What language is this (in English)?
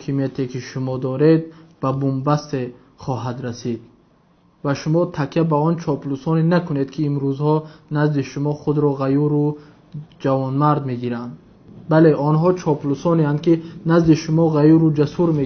Tajik